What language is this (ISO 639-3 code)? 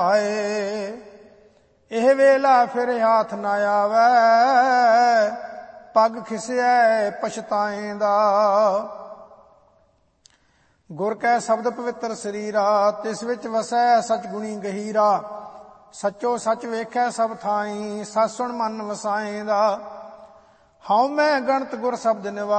pan